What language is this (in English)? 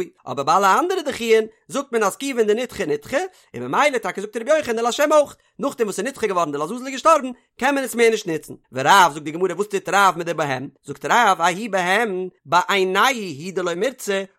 Yiddish